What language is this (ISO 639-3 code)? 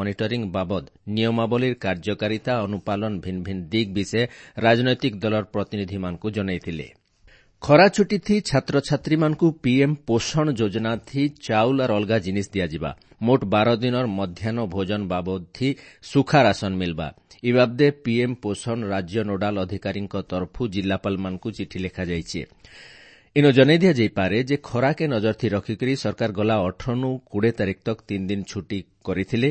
ori